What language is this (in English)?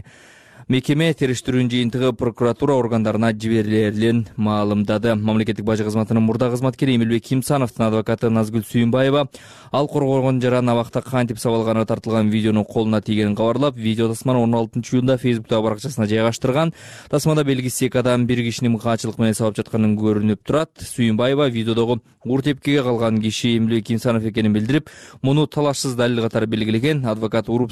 Kyrgyz